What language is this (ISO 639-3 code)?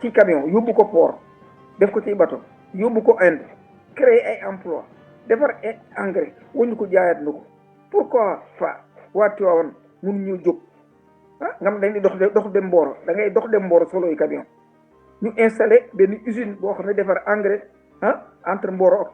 wol